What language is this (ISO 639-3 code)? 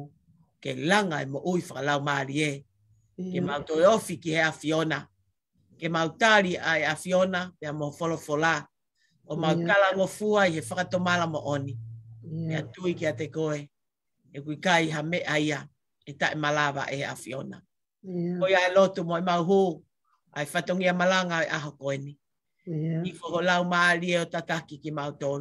ton